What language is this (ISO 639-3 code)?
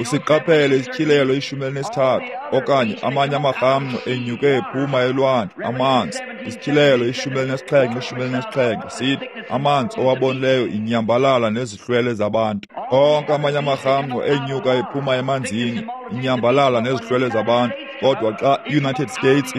xho